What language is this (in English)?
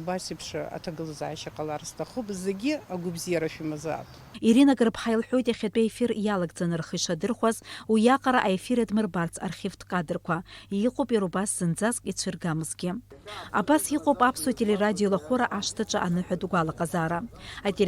Abkhazian